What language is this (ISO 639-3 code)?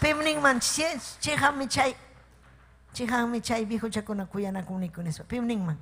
quy